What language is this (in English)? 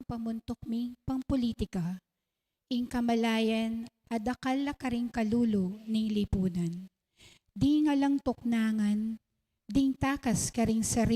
Pampanga